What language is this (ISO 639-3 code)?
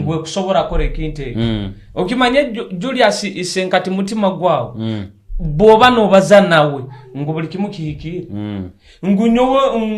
nyo